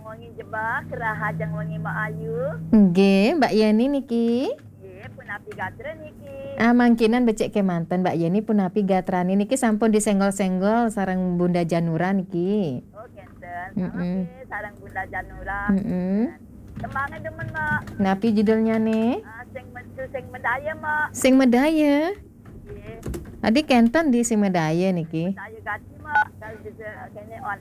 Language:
Balinese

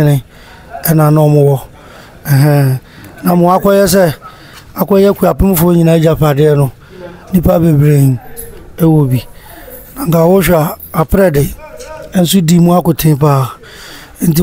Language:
Akan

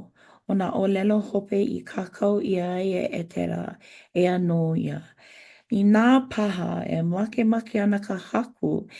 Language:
Hawaiian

